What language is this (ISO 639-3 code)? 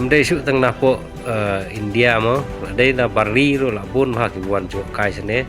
kha